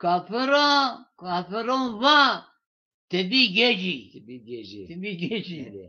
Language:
Zaza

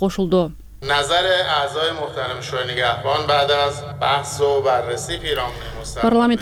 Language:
Kyrgyz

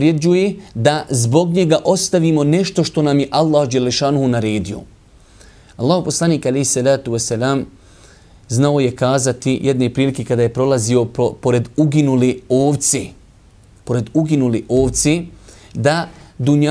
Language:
Bosnian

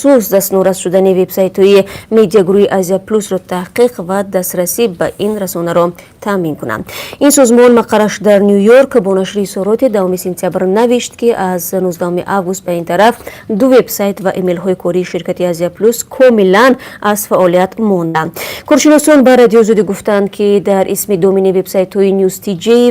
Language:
Tajik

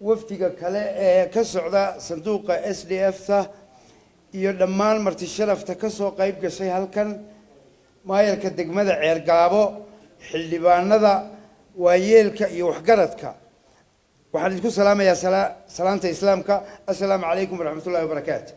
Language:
Somali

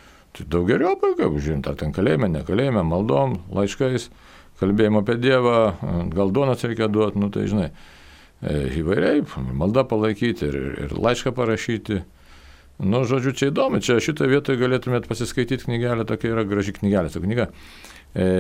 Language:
Lithuanian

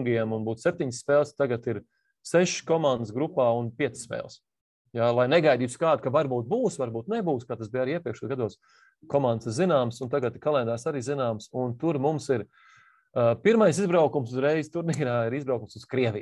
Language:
Latvian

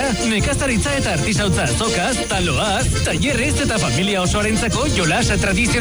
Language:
Basque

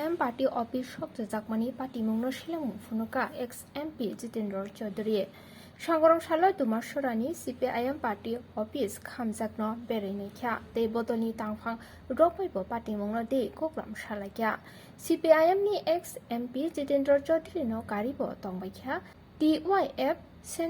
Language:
Kok Borok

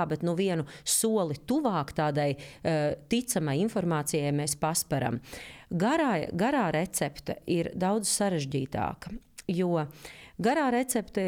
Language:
Latvian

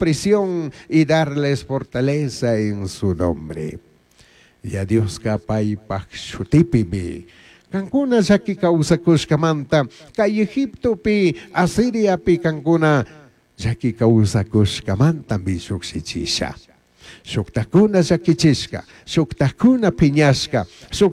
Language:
Chimborazo Highland Quichua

